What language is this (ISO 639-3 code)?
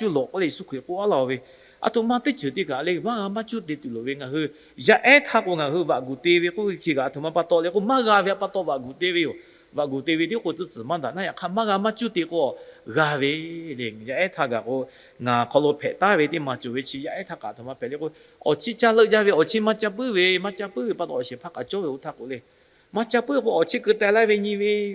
lhu